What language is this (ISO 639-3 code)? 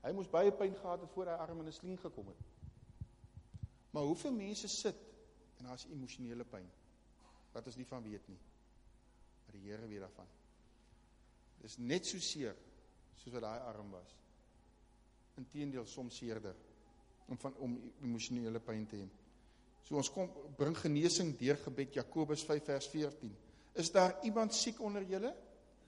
afr